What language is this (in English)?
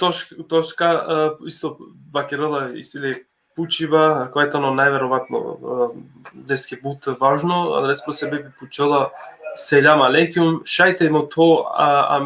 Balkan Romani